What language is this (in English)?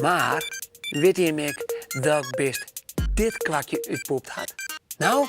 Western Frisian